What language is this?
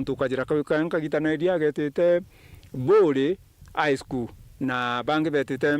Meru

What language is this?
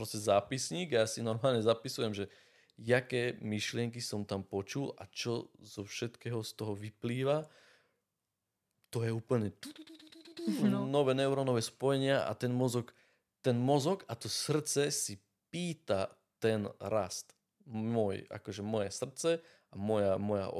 Slovak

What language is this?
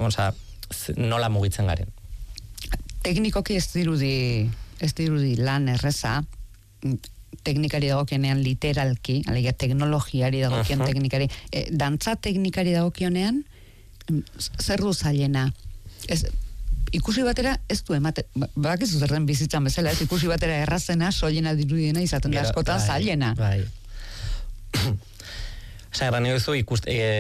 Basque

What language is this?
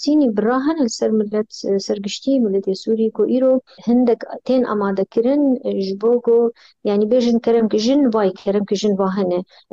Kurdish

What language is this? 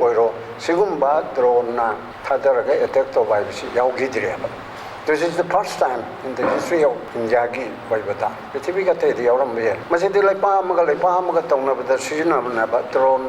Manipuri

